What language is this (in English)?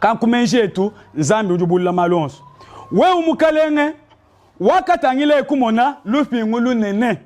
Luba-Lulua